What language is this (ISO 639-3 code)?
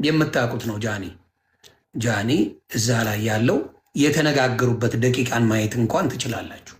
amh